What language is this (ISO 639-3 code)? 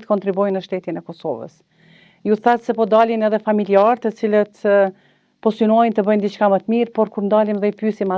sqi